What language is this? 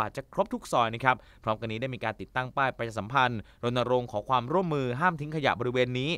Thai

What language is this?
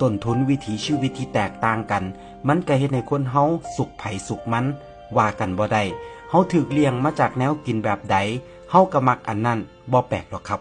Northeastern Thai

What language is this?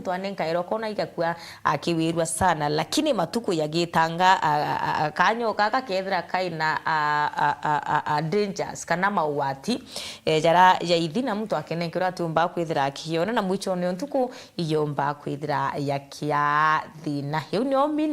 Meru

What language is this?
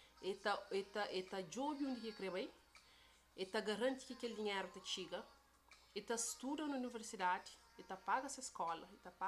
Kabuverdianu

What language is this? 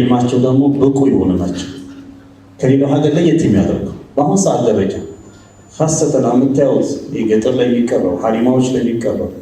Amharic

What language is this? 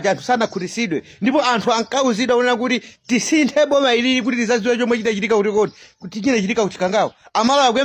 Nyanja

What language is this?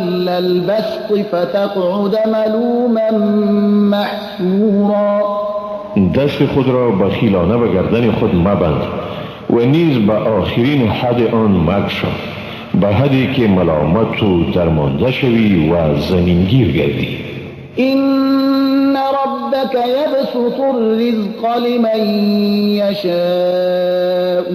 Persian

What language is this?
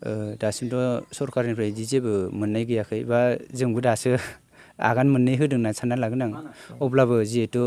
Bodo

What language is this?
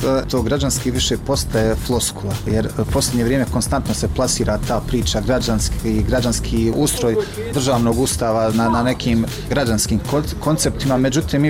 Bosnian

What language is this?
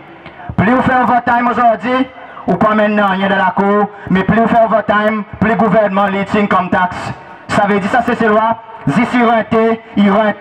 Seselwa Creole French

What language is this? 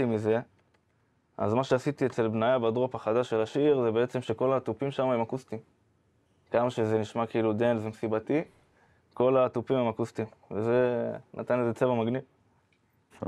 Hebrew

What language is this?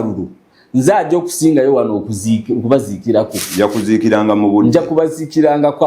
Ganda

